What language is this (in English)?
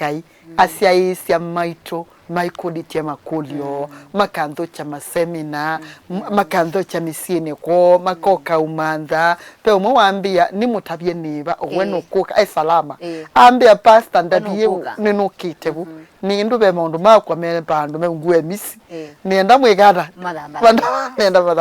Kamba